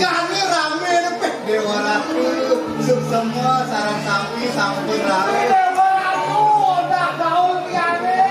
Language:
Balinese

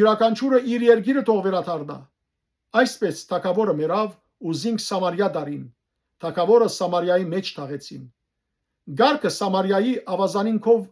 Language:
Western Armenian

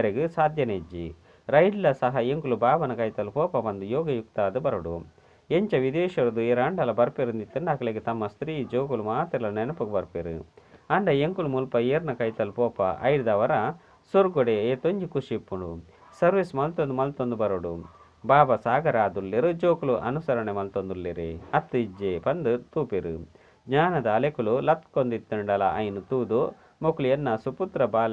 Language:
Tulu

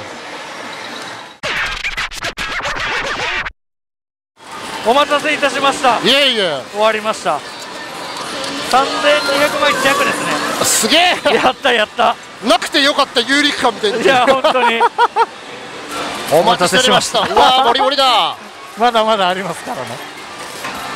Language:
Japanese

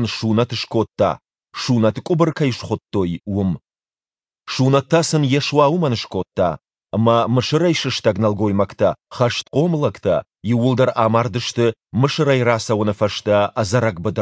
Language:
Ossetic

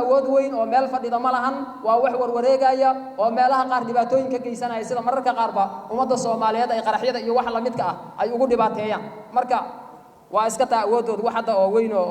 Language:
Somali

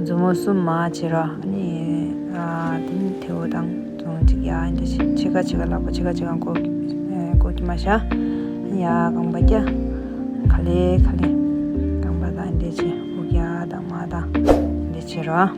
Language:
Tibetan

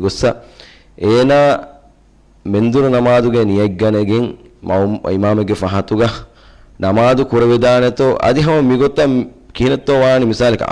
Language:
Divehi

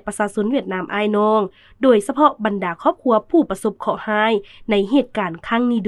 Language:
Lao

